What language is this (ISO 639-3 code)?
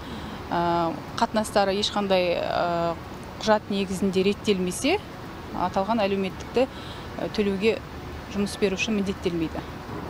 kaz